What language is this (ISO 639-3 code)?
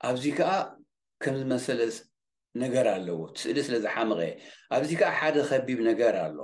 tir